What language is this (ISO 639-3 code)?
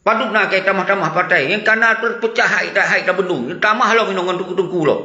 ace